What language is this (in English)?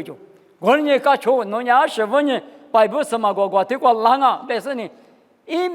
Lisu